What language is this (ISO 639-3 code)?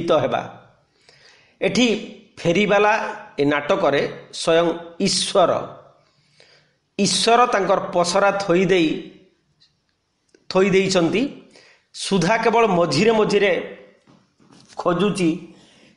ori